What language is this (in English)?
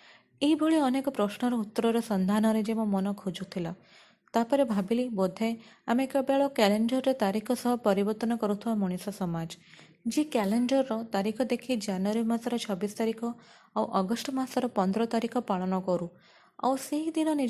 Odia